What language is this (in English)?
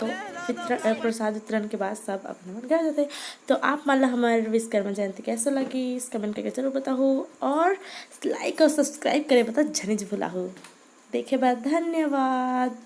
Chhattisgarhi